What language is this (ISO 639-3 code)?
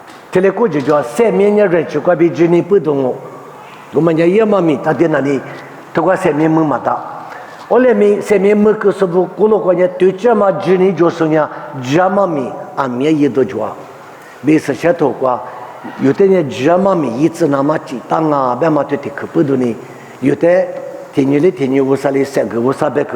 lis